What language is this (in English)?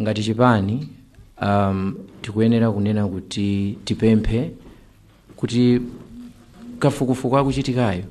Nyanja